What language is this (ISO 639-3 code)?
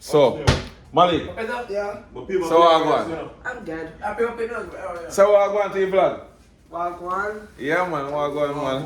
jam